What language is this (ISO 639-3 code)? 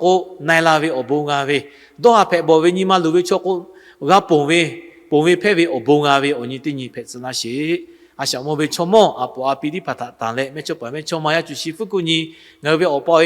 lhu